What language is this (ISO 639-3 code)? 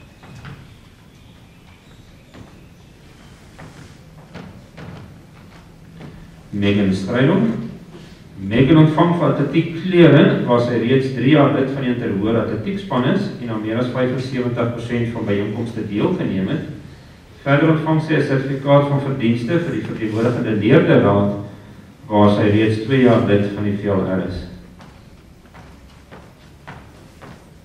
afr